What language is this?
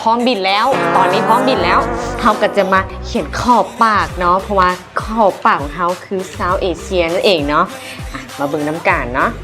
Lao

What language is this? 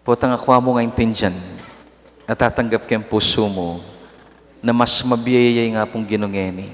Pampanga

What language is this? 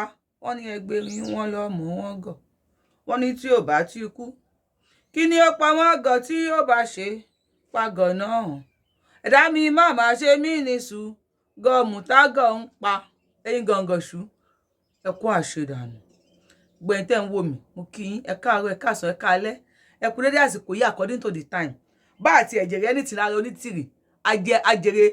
Yoruba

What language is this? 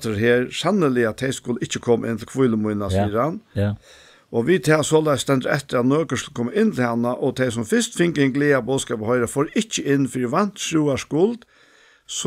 Faroese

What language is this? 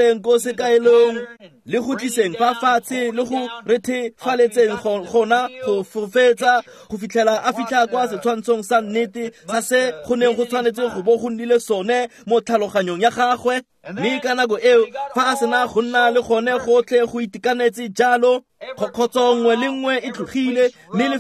Tswana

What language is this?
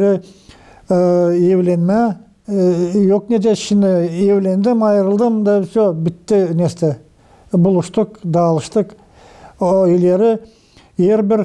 Gagauz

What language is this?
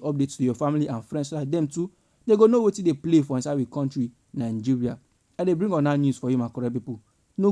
Nigerian Pidgin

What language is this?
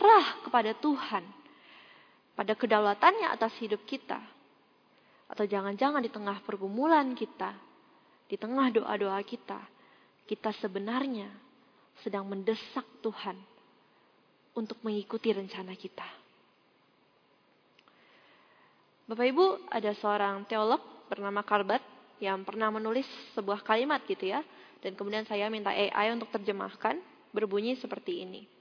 Indonesian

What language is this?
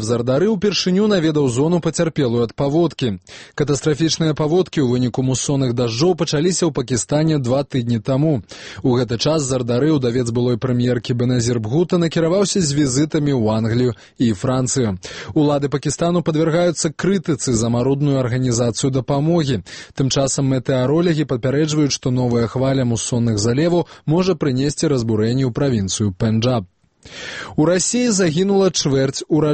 Belarusian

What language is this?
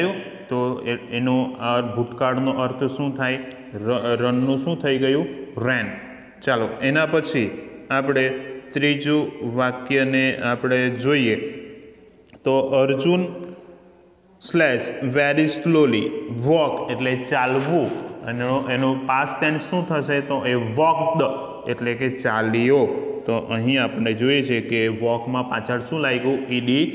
Gujarati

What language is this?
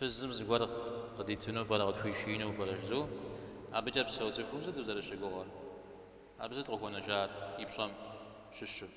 Kabardian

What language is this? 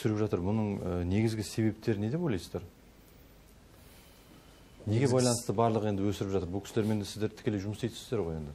Kazakh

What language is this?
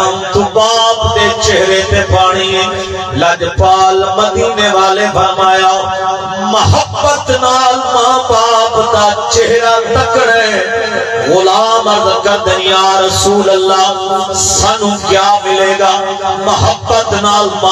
Saraiki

